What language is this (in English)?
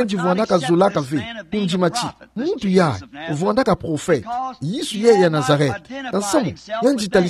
Kituba (Democratic Republic of Congo)